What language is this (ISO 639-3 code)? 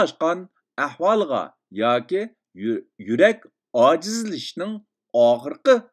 uig